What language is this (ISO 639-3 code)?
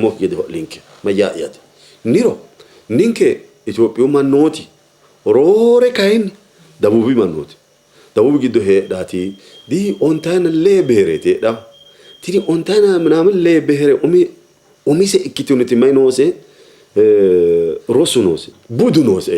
sid